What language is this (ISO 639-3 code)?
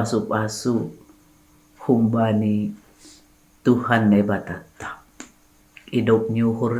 bts